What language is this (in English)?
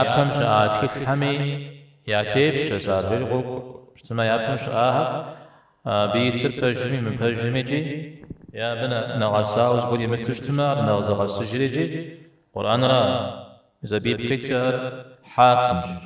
Kabardian